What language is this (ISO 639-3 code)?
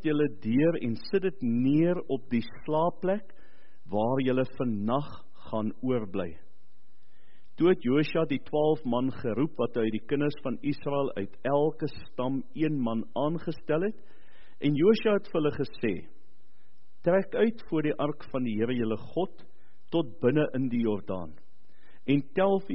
afr